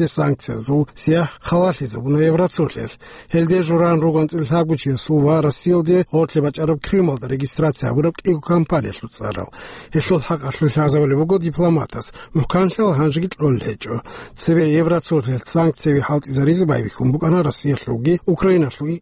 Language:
Avaric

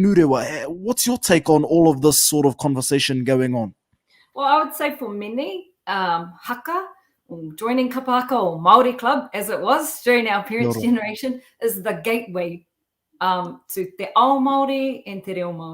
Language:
Māori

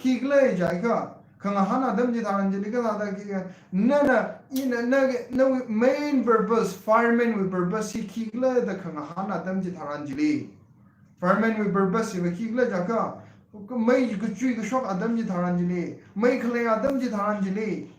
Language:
Tangkhul Naga (India)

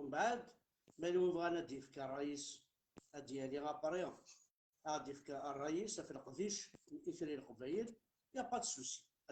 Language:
Kabyle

